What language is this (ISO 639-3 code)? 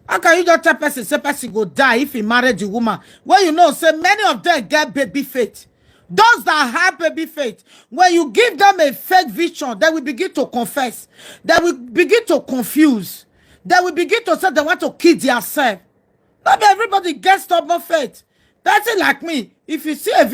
pcm